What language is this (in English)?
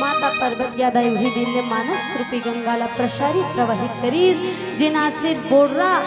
Chhattisgarhi